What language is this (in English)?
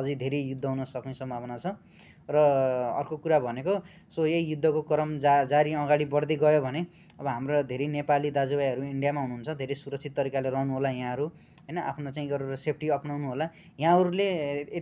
Nepali